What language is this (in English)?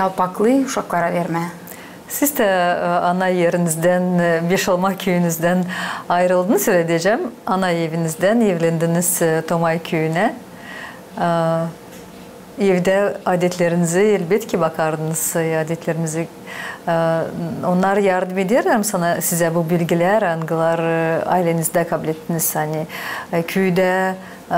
Gagauz